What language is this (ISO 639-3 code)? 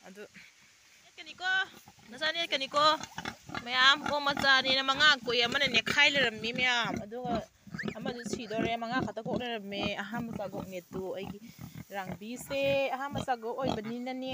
mni